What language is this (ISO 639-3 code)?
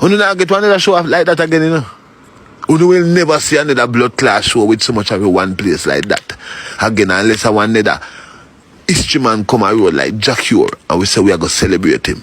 jam